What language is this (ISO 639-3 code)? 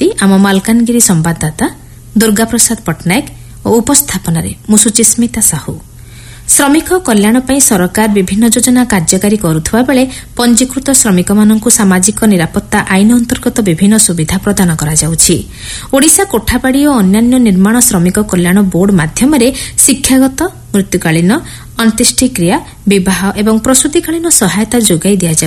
ori